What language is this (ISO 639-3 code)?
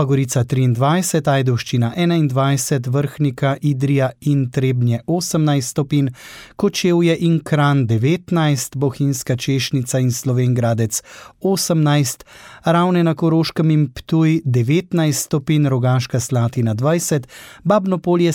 slv